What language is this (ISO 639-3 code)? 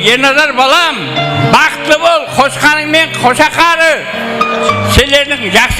kaa